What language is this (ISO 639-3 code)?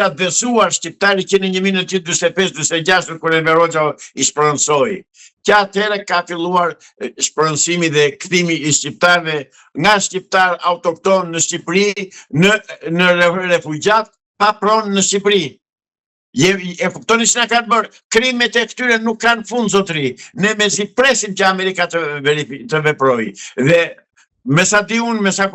sqi